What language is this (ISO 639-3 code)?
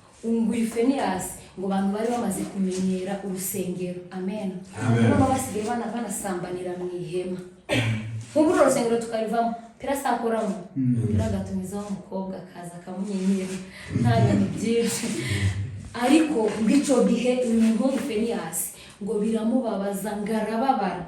kin